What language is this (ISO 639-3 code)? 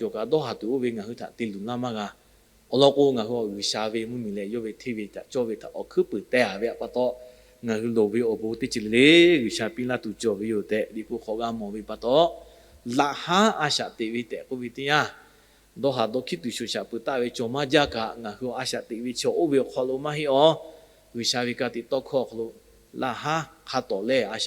lhu